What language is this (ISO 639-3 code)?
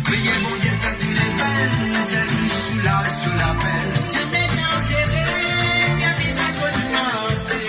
mfe